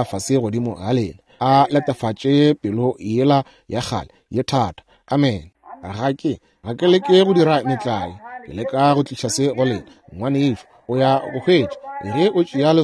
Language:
Northern Sotho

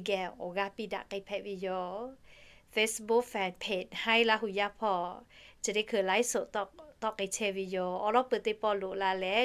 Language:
Lahu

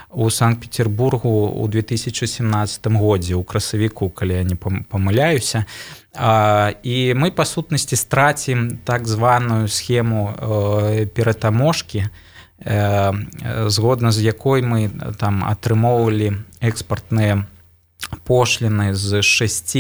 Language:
Belarusian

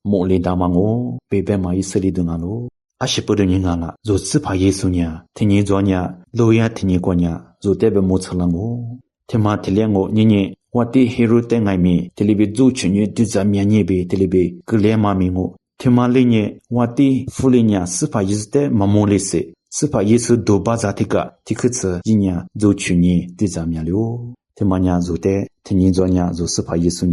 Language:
Lisu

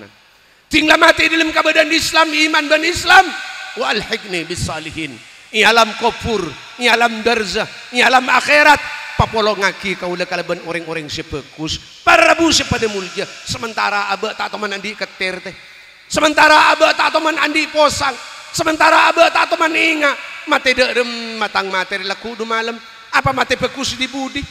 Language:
Madurese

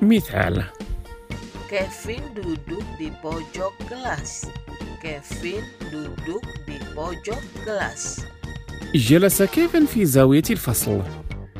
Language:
Indonesian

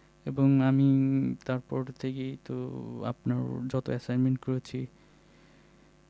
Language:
Bangla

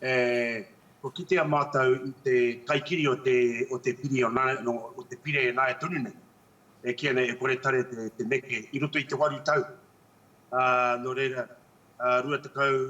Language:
Māori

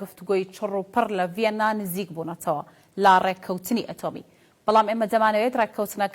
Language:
Central Kurdish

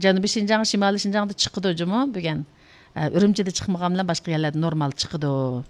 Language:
Uyghur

